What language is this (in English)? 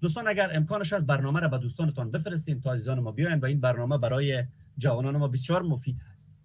Persian